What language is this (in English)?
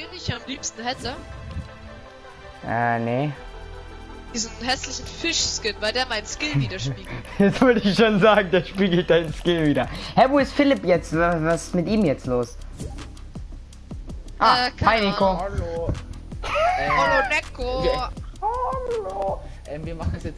German